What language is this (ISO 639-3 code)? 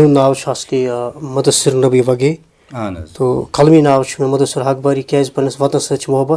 kas